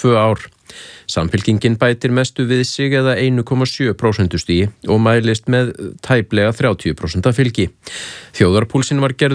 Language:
Icelandic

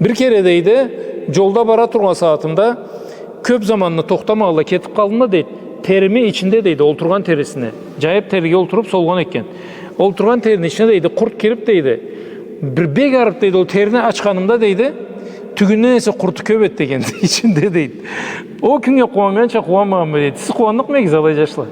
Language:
Karachay-Balkar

